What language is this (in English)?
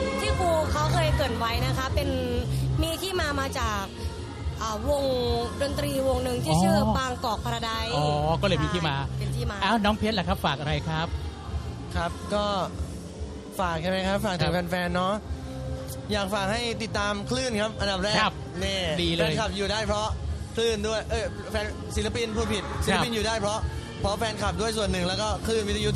Thai